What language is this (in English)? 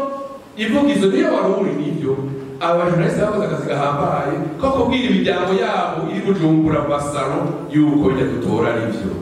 Rundi